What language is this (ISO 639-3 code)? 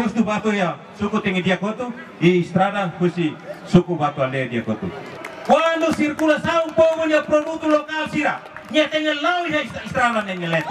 tet